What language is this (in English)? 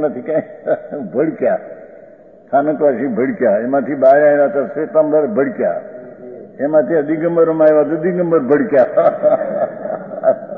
Gujarati